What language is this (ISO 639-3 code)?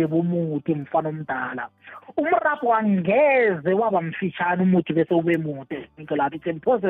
nbl